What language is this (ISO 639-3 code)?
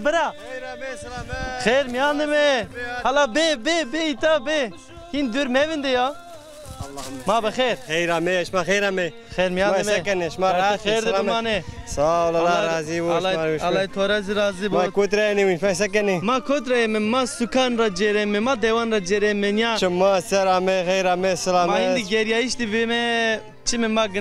zza